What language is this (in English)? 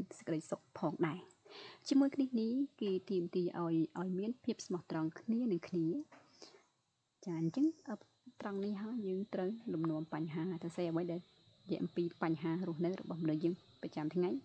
Khmer